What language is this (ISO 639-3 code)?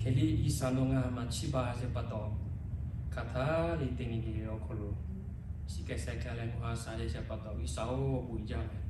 lhu